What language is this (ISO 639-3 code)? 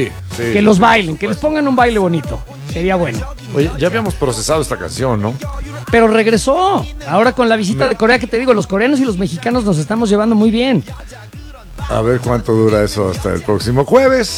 spa